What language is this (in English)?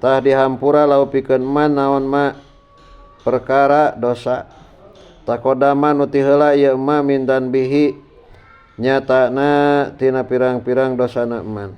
Sundanese